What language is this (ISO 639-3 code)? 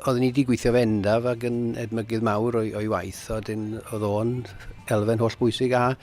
cym